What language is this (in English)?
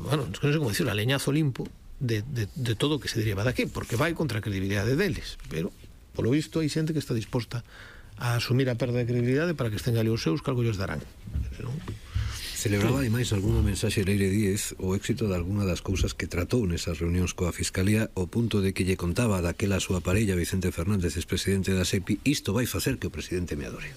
Galician